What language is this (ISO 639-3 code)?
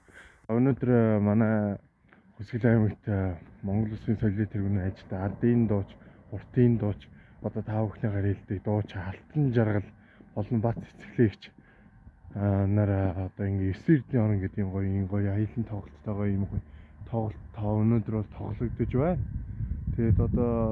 mon